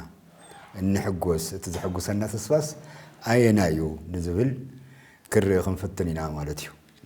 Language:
Tigrinya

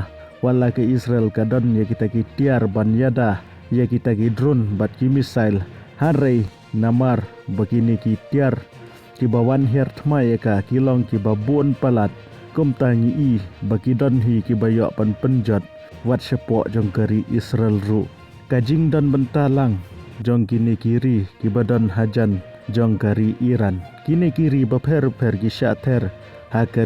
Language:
Khasi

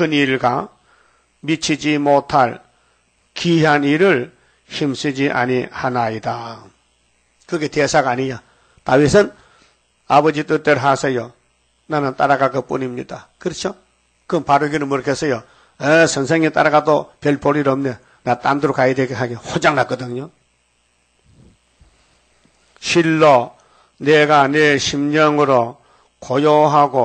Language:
Korean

